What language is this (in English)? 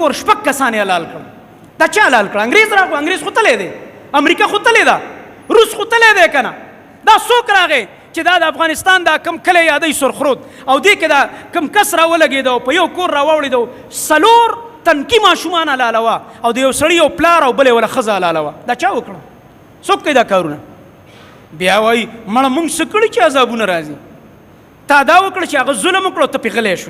Pashto